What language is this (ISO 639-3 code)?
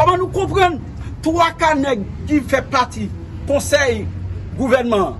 hat